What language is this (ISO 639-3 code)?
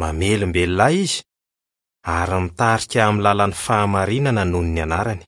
mlg